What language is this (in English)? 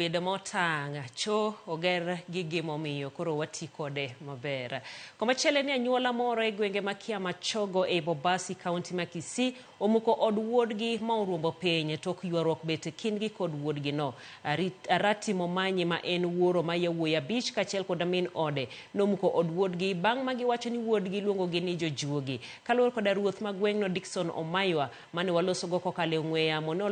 Luo (Kenya and Tanzania)